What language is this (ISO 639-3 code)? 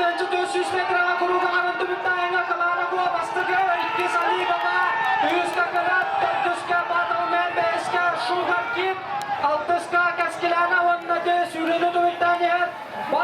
sah